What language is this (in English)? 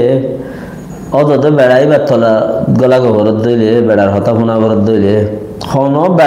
Rohingya